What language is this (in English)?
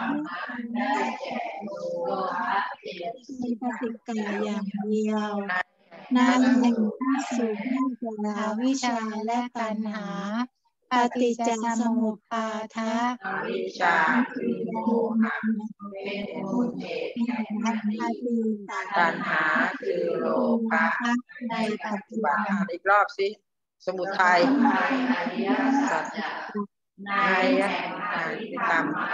Thai